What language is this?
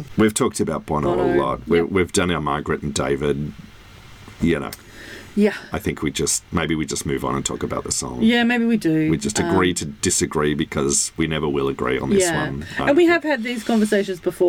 English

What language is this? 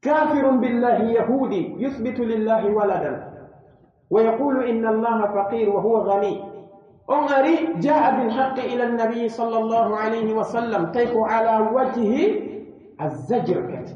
Pular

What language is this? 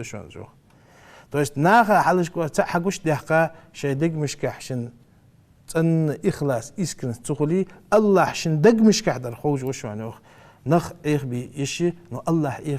Ingush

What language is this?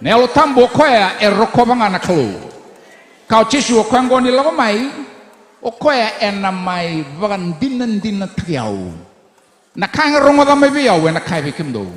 Fijian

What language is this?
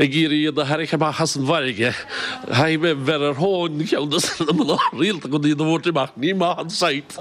Irish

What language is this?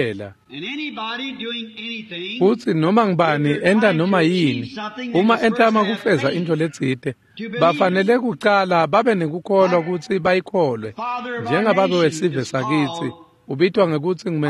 Swati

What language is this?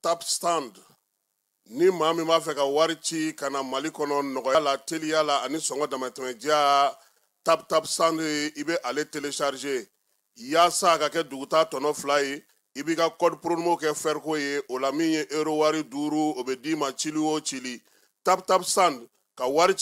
Bambara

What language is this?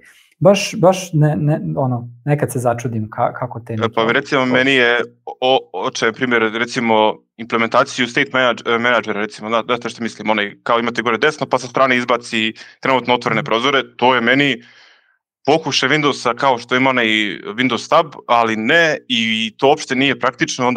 Serbian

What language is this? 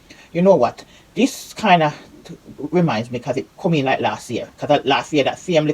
Jamaican Creole English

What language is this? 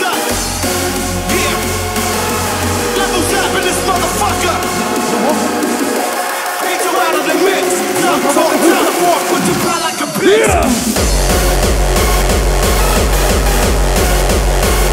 English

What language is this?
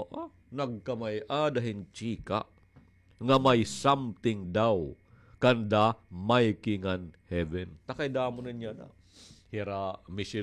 Waray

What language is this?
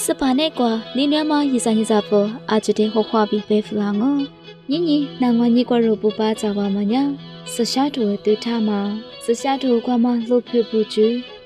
Lisu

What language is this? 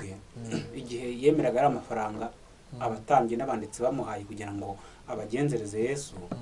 Kinyarwanda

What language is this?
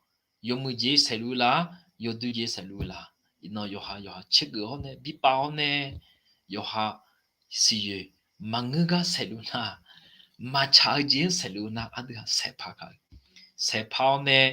Akha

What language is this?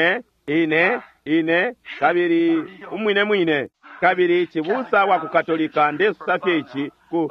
Bemba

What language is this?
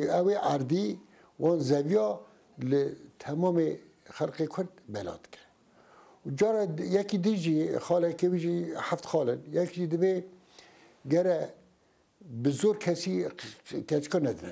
Kurdish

